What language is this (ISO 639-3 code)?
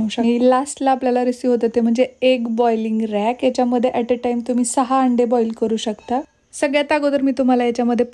mar